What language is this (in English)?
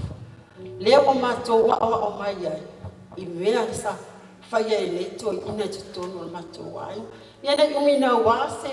Samoan